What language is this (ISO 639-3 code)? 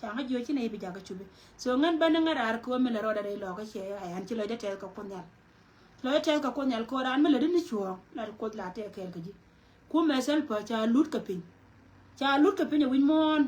nus